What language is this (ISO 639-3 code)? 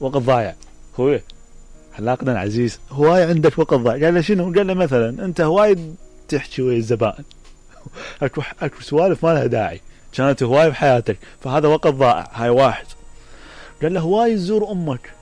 acm